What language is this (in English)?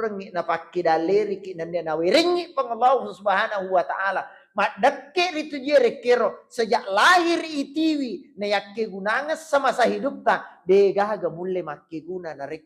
Buginese